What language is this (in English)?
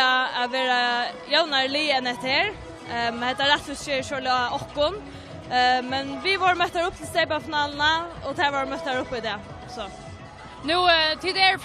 Faroese